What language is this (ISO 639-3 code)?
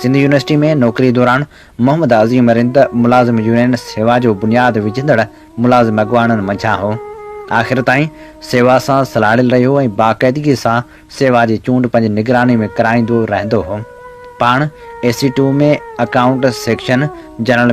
snd